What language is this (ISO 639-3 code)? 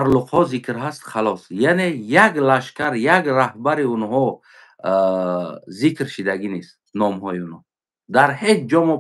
tgk